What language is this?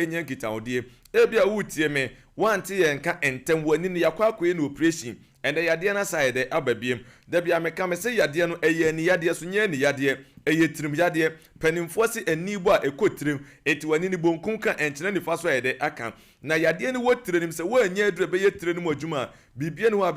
Akan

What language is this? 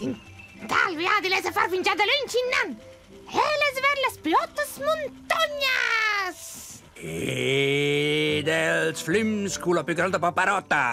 Romansh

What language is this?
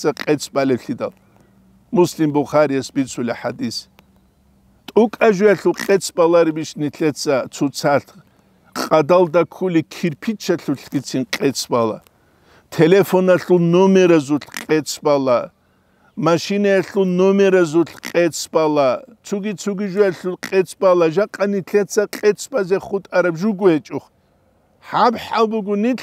Avaric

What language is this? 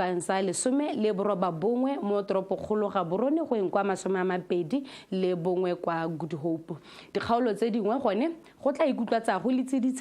Tswana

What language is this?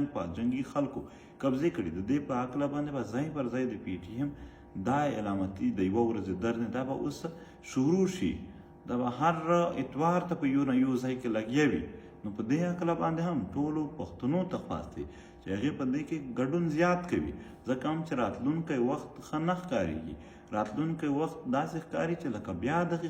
Pashto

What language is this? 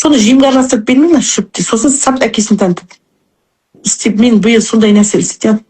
Kazakh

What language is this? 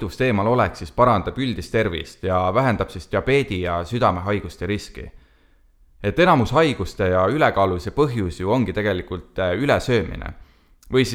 Estonian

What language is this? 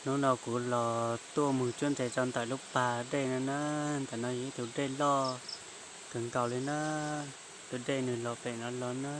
Hmong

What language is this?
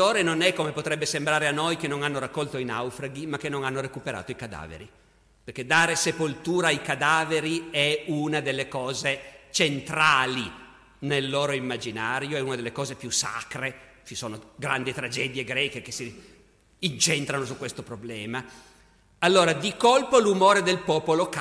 Italian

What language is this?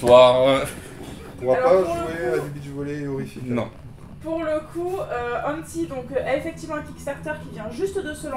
French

